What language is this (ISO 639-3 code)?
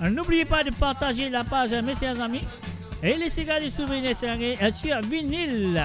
mfe